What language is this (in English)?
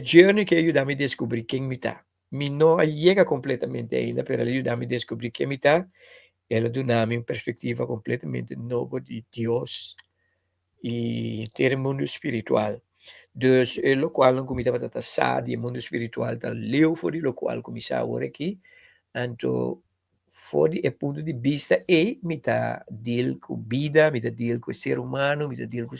Papiamento